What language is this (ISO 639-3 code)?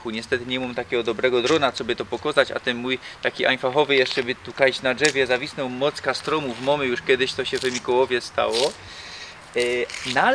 szl